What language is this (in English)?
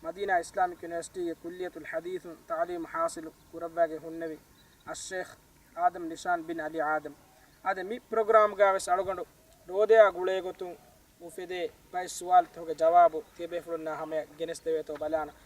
Divehi